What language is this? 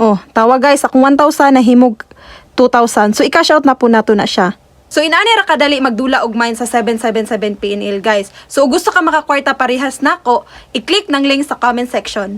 Cebuano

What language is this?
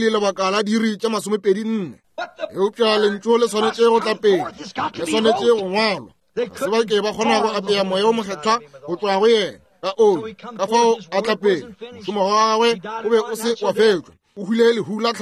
Northern Sotho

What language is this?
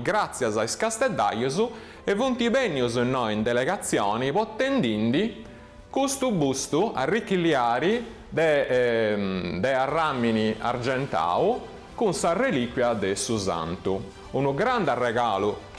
Sardinian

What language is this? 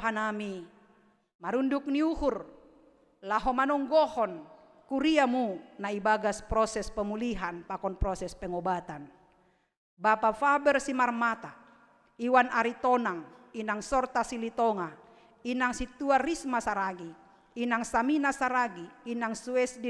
Batak Simalungun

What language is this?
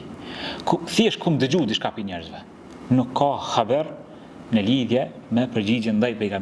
Albanian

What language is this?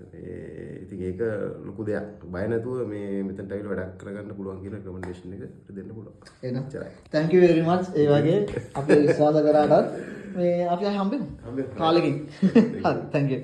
Sinhala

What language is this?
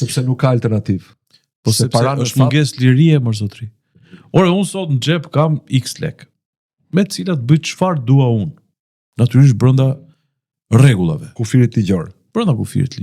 Albanian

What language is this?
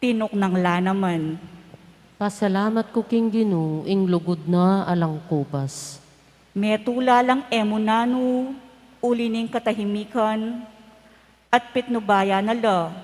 Pampanga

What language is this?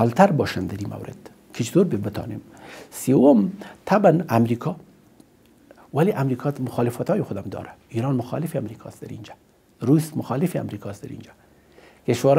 Persian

